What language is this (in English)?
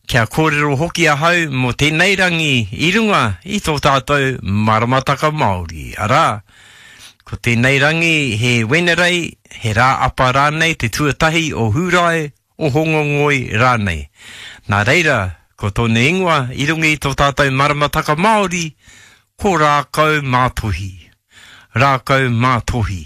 Māori